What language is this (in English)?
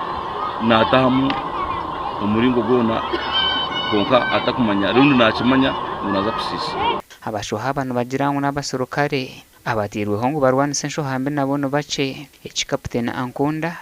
Nyankole